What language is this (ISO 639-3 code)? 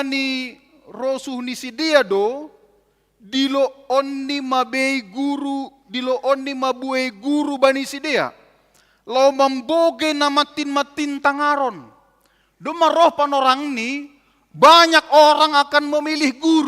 bts